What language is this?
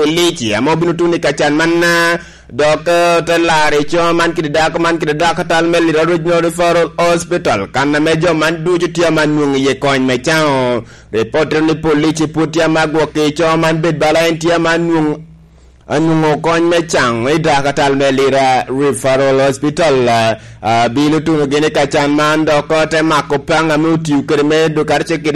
Lango (Uganda)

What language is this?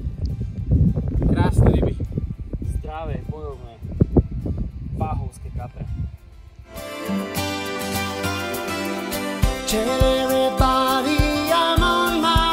Slovak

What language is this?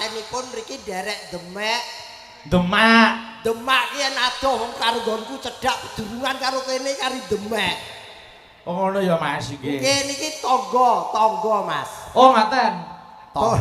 Javanese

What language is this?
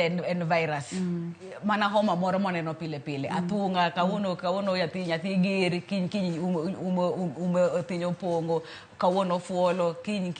Luo (Kenya and Tanzania)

